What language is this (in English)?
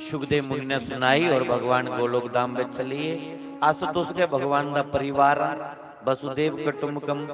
Dogri